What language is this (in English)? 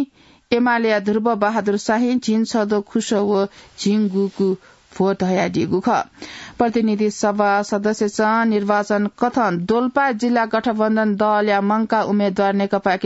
Newari